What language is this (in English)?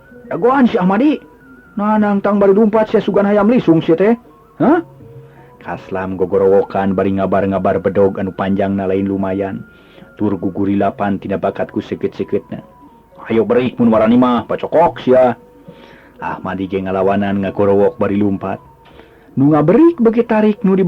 Sundanese